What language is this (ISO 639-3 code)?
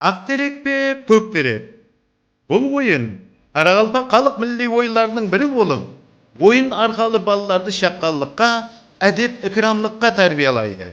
kaa